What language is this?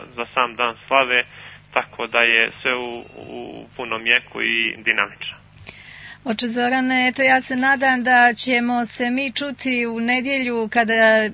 Serbian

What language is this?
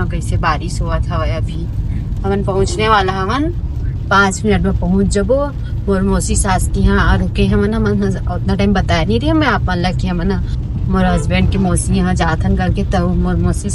Chhattisgarhi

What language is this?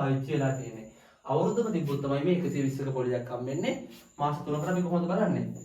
Sinhala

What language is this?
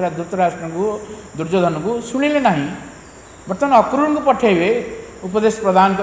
Odia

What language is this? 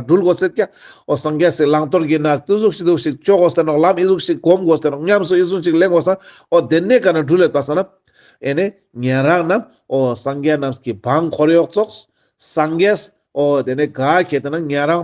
Ladakhi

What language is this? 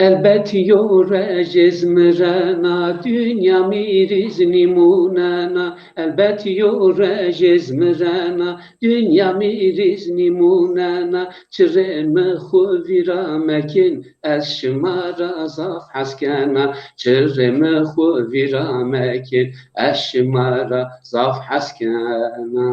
Zaza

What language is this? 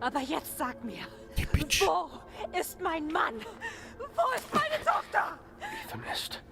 Bavarian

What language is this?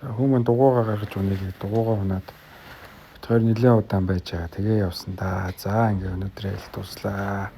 Mongolian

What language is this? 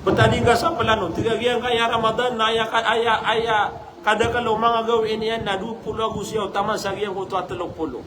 Maranao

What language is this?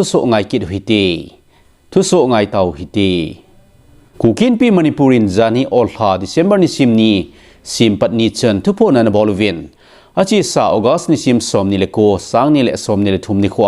Thado Chin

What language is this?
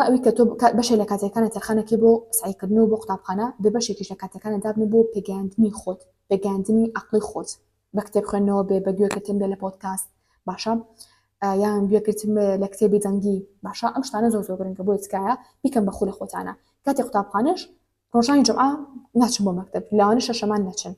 Central Kurdish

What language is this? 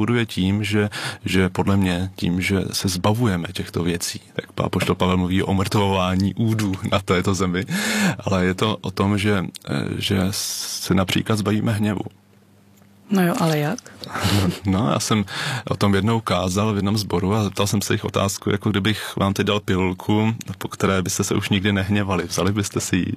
Czech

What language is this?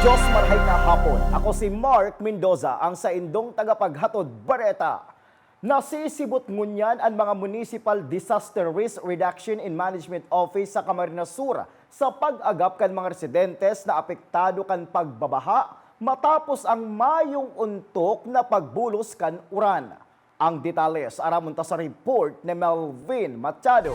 Bikol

